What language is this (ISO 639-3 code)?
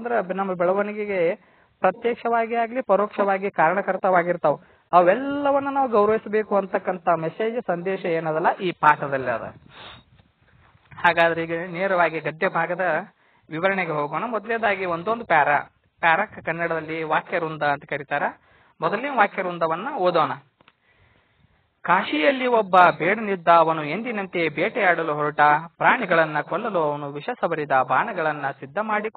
kan